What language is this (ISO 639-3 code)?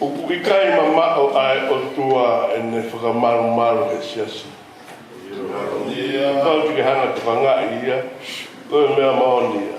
ton